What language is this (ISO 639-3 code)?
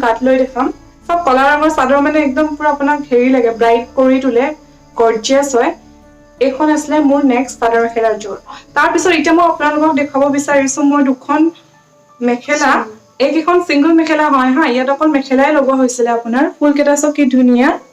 asm